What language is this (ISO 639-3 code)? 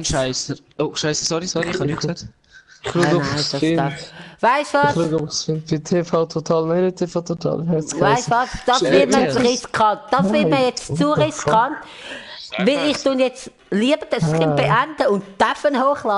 gsw